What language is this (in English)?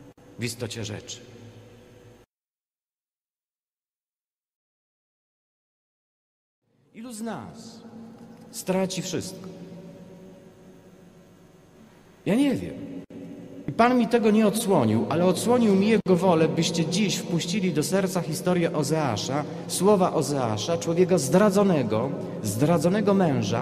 Polish